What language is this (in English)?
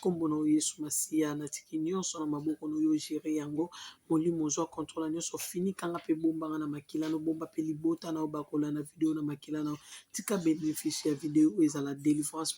Lingala